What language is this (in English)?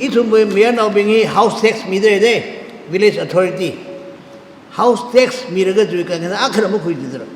Tangkhul Naga (India)